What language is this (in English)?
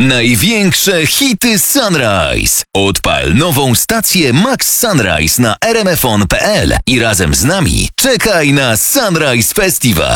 Polish